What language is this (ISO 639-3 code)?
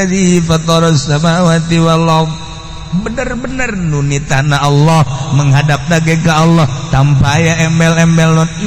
sun